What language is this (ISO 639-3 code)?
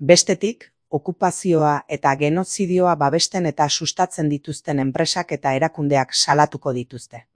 eus